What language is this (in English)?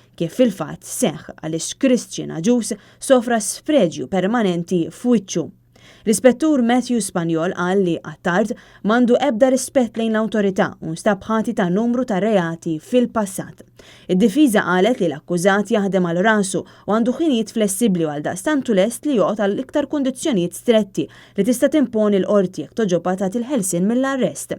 Maltese